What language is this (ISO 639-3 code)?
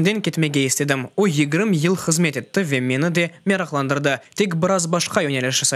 crh